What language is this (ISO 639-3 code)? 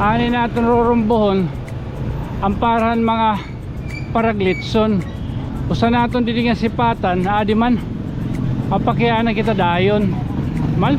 war